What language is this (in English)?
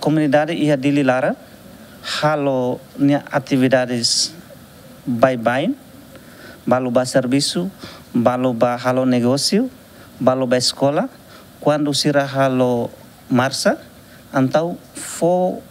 Tetum